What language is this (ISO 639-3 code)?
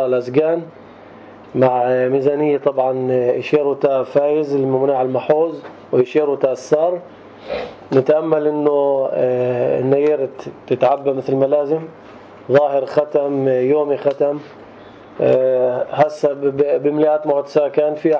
apc